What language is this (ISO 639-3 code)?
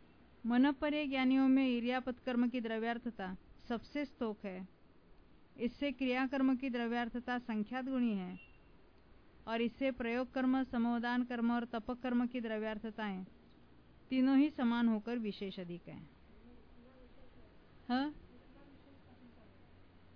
hin